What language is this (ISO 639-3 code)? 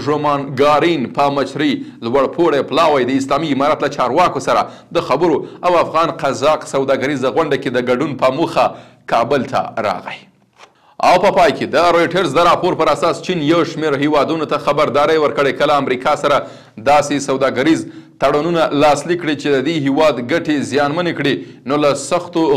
pus